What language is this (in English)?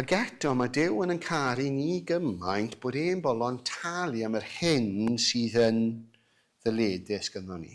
Welsh